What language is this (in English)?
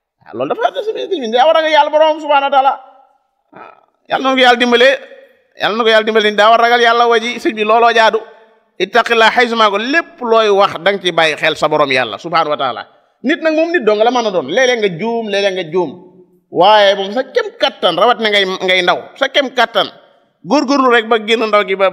Wolof